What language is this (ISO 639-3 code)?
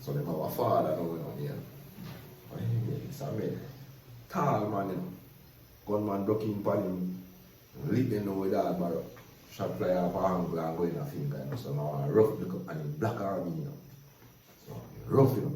jam